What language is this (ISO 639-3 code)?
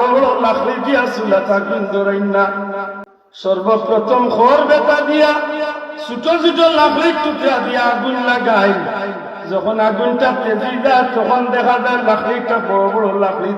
syl